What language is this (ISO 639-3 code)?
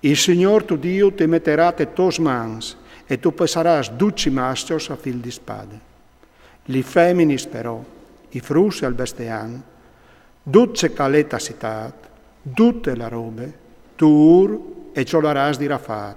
fur